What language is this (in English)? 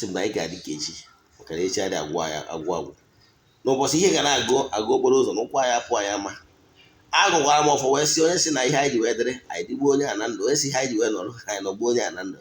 Igbo